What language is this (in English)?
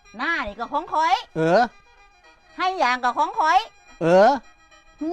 Northeastern Thai